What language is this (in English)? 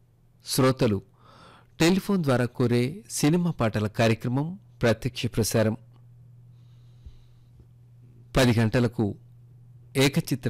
Telugu